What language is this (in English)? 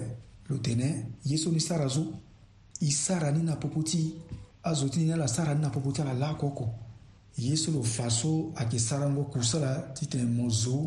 Sango